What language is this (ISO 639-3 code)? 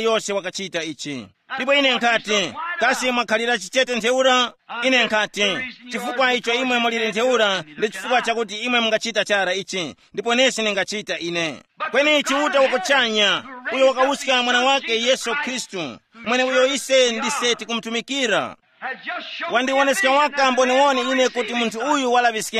tum